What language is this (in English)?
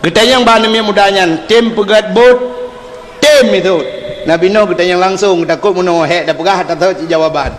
Achinese